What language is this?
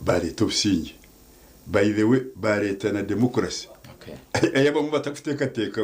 Nyankole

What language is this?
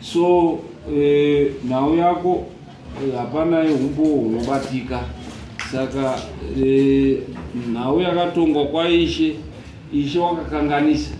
Shona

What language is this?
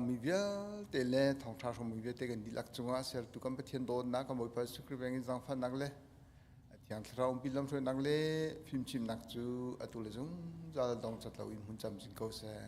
Hakha Chin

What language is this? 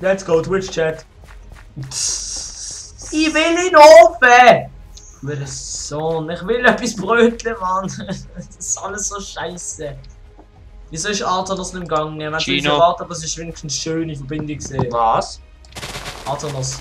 Swiss German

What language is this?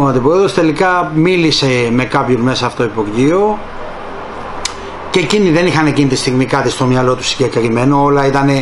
Greek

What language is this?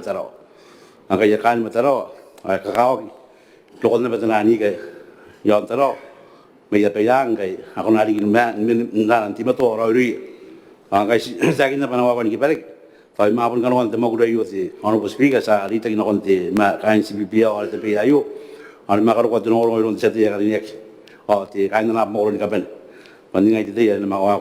Gilbertese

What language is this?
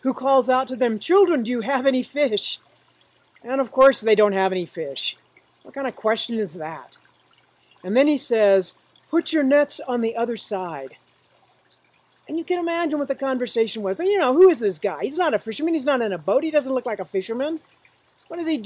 English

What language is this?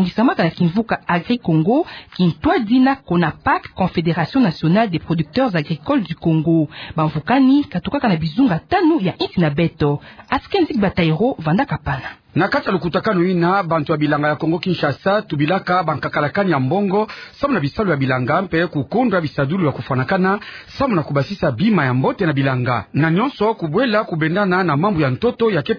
Kituba (Democratic Republic of Congo)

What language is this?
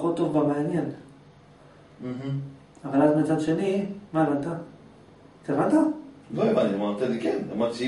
Hebrew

